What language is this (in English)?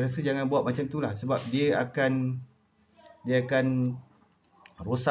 Malay